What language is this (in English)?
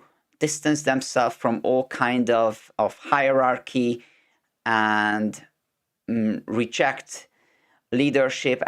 English